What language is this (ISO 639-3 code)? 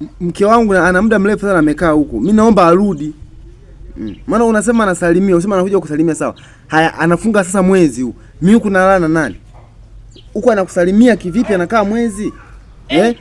swa